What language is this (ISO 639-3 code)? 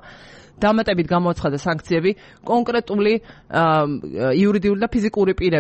kat